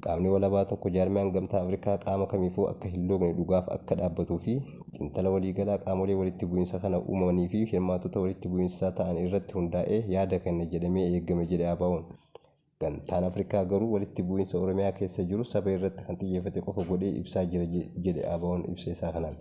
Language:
Oromo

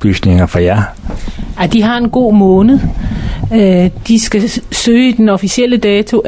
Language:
Danish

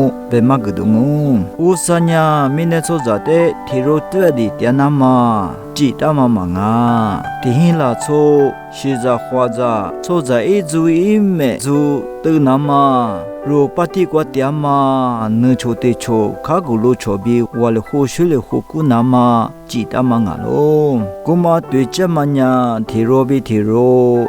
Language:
Lisu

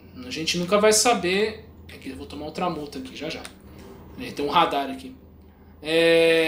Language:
Portuguese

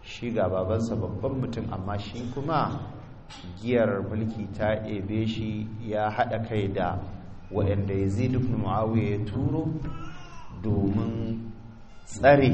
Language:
Hausa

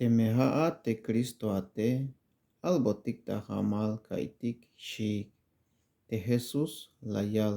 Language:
Tzeltal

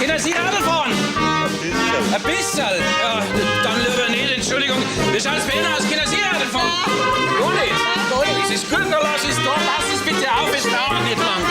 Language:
Bavarian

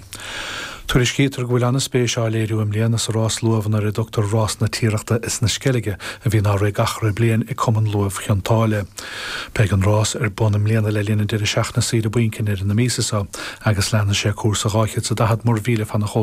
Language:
Irish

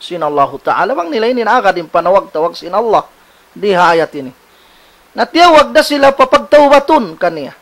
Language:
Tausug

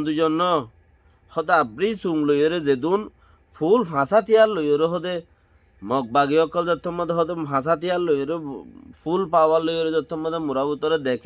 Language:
Rohingya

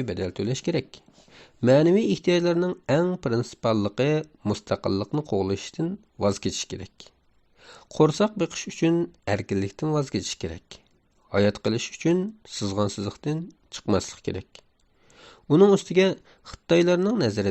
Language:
Uyghur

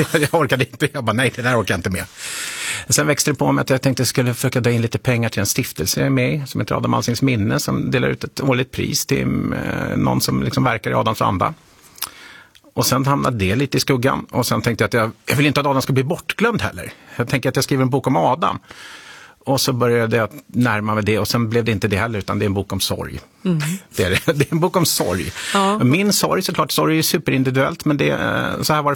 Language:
Swedish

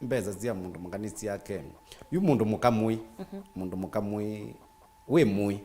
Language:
Kamba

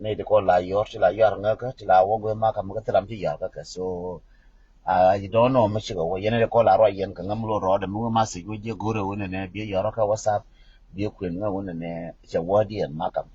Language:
Nuer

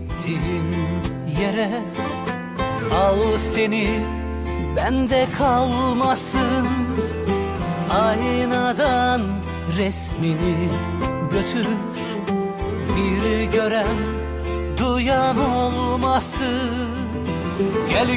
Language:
Turkish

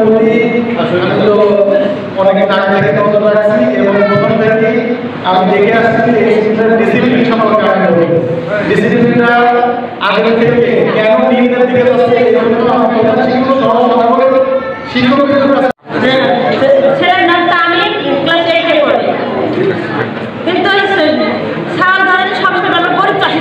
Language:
Bangla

